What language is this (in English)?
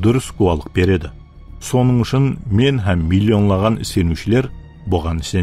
Kara-Kalpak